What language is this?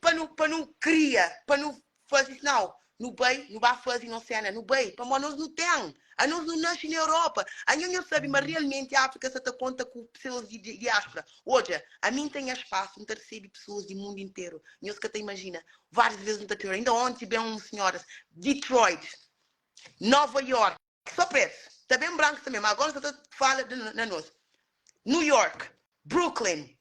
Kabuverdianu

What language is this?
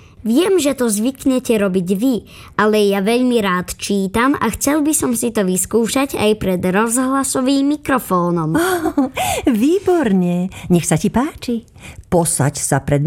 Slovak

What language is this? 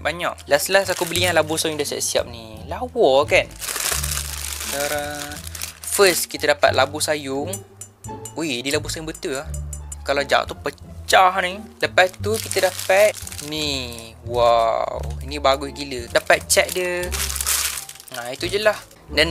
Malay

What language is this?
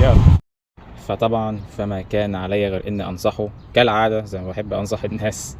Egyptian Arabic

